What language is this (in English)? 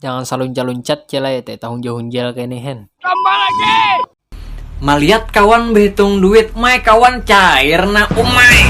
Banjar